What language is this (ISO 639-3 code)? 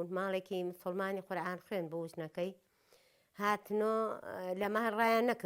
ckb